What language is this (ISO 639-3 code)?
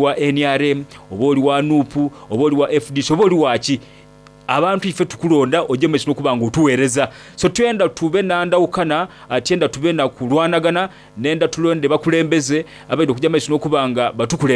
xog